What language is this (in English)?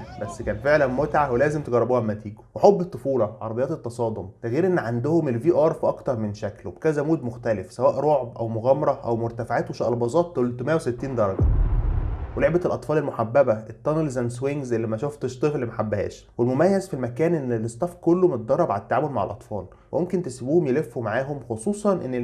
Egyptian Arabic